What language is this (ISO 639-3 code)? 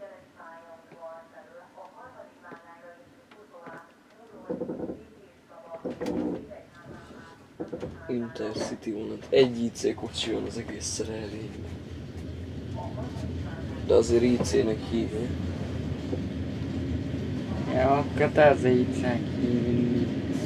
hun